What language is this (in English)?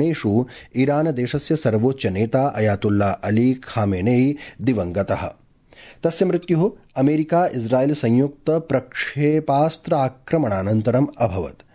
Sanskrit